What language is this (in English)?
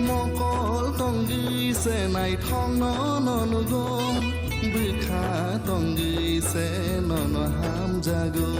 Kok Borok